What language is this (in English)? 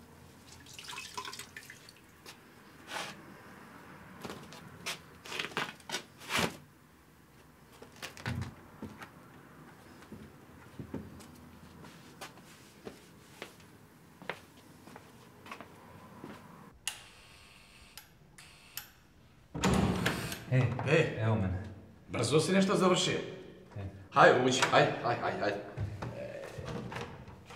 Croatian